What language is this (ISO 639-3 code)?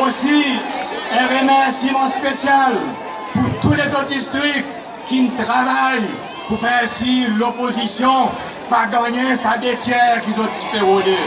crs